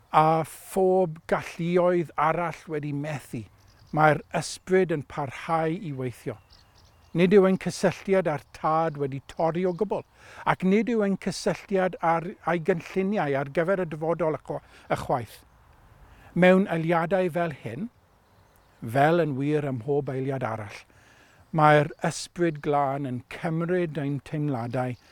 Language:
Welsh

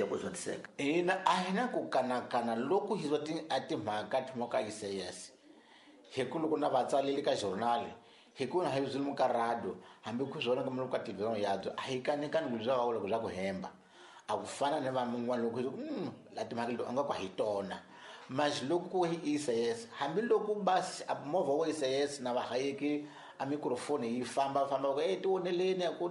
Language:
Tsonga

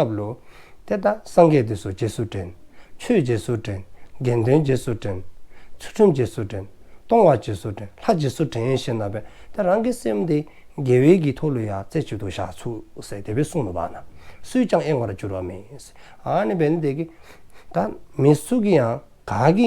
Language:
Dzongkha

